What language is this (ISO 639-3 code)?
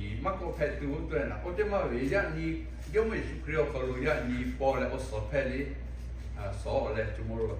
lhu